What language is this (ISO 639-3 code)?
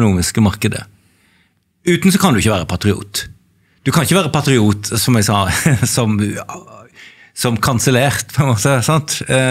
nor